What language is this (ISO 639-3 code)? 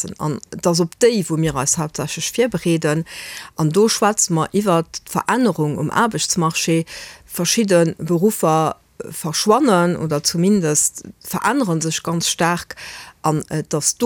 ltz